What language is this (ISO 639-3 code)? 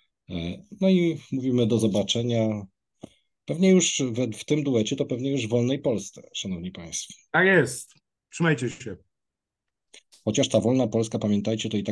pol